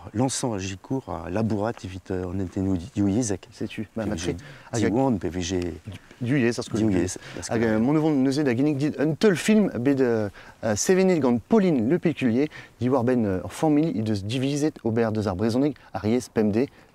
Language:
Breton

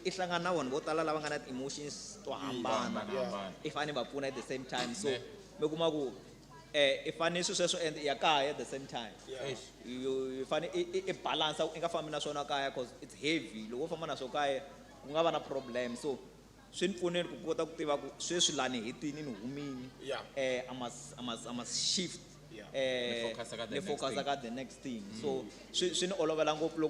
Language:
Tsonga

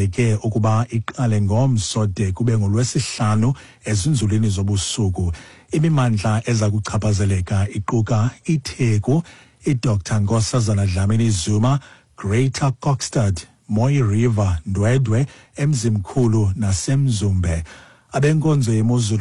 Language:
Xhosa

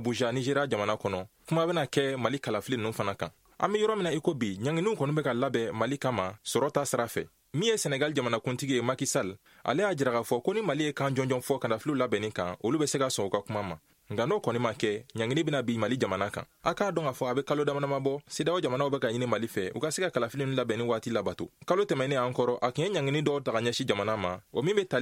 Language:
Bambara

